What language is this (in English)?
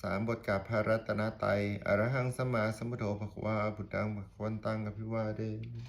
Pali